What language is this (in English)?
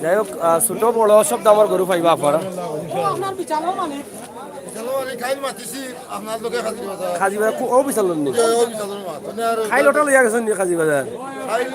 Sylheti